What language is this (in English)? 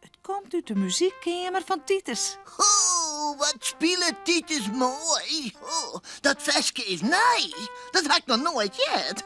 Western Frisian